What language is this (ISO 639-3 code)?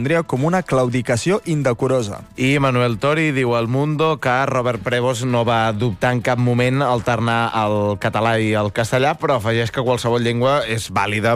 cat